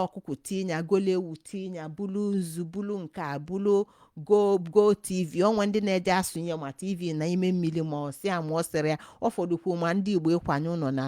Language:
Igbo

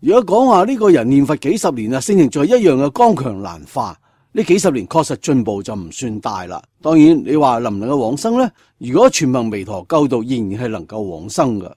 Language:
Cantonese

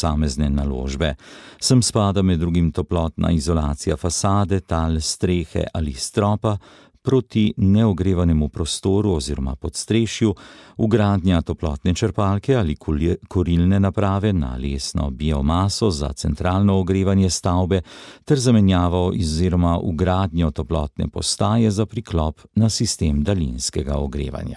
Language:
Slovenian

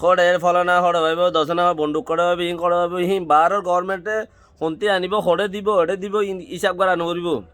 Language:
Rohingya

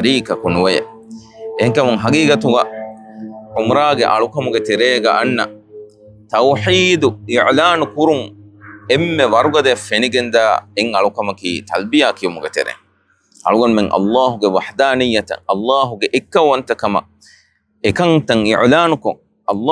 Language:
Divehi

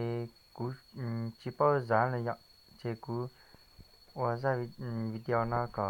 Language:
Hmong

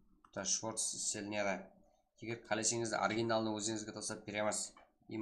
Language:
Kara-Kalpak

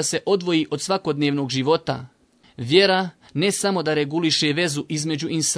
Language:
Bosnian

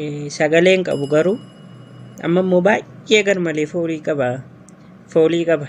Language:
Oromo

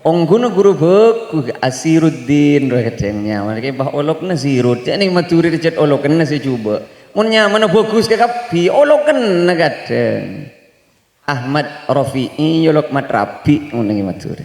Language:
Madurese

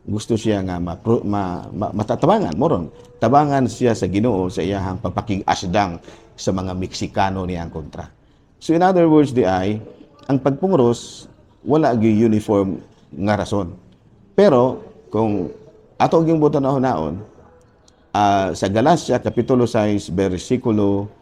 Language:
Cebuano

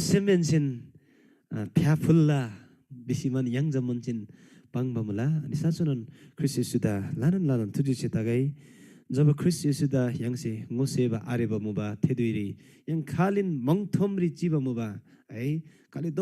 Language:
Eastern Tamang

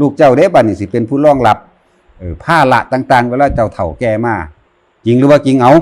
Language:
Northeastern Thai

